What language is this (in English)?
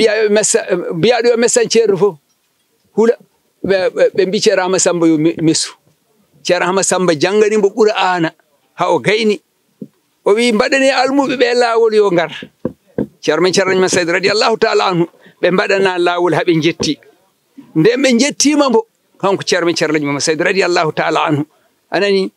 Fula